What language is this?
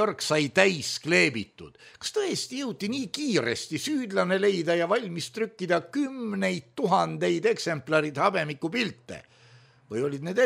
Estonian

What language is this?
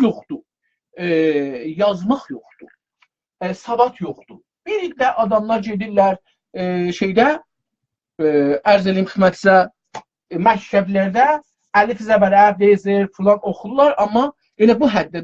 South Azerbaijani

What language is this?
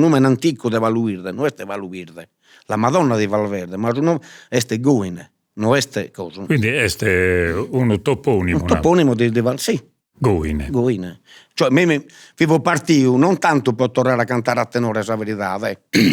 Sardinian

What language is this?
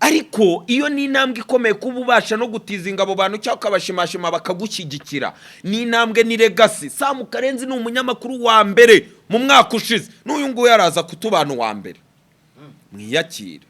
Kinyarwanda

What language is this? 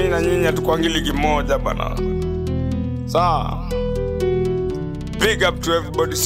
Swahili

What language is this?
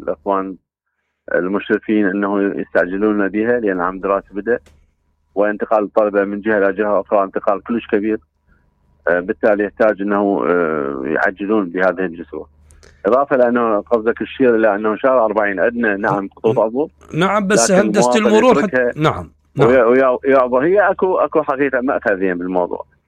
Mesopotamian Arabic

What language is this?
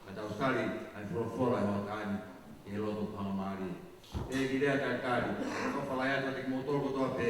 Tongan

